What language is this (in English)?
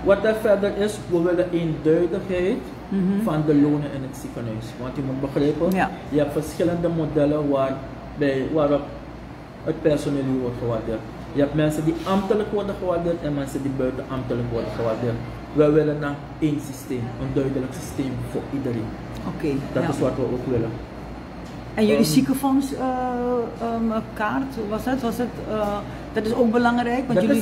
Dutch